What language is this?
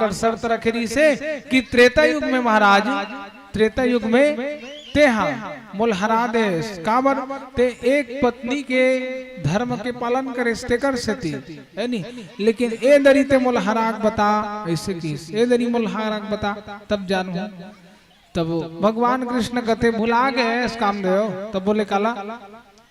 Chhattisgarhi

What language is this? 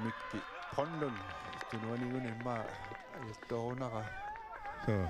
Kalaallisut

